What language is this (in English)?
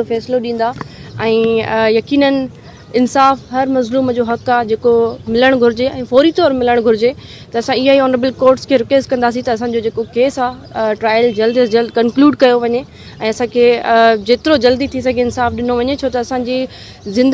Sindhi